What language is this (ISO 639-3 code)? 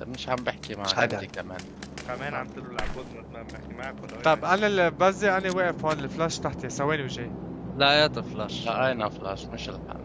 apc